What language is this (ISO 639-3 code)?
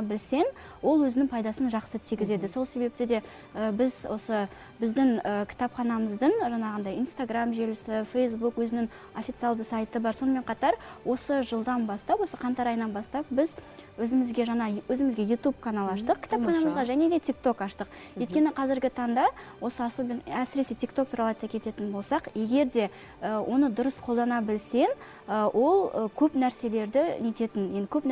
kaz